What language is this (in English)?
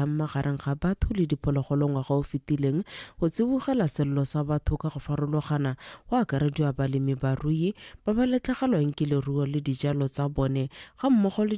Tswana